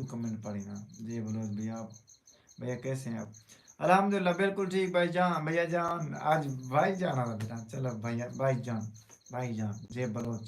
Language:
Saraiki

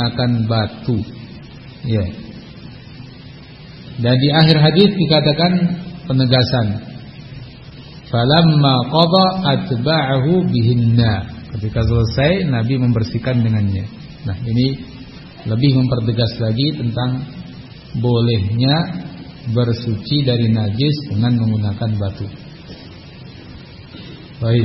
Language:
Indonesian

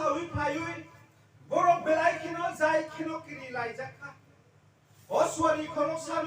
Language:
Kok Borok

